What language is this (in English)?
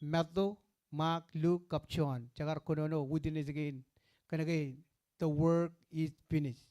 Marshallese